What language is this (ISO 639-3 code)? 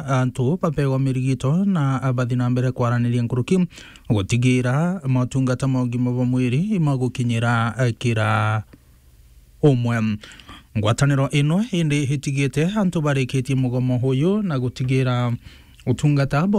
mer